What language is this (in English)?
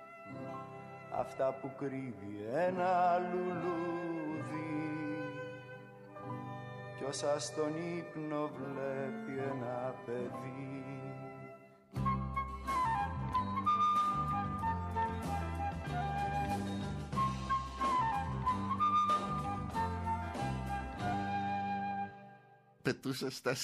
Greek